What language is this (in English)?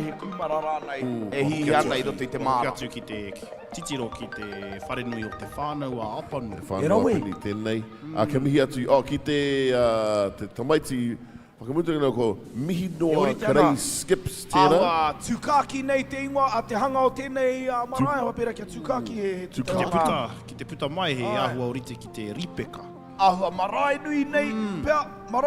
Māori